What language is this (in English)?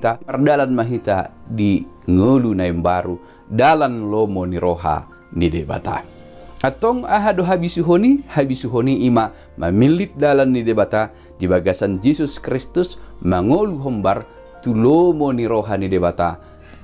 Batak Toba